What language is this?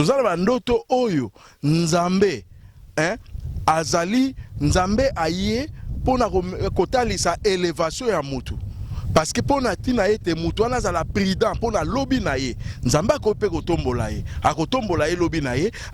Lingala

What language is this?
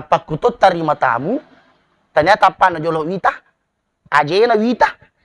Buginese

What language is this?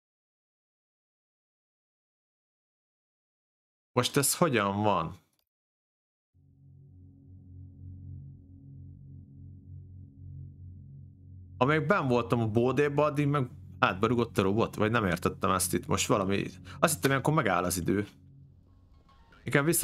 Hungarian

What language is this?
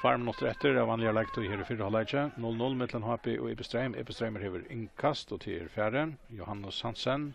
Faroese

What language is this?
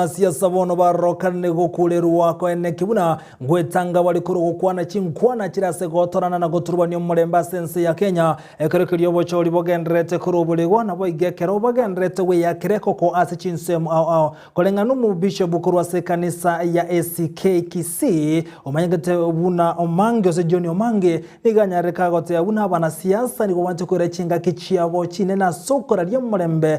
Gusii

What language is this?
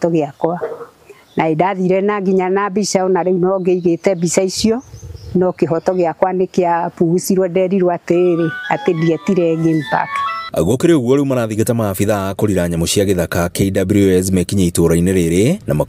Kikuyu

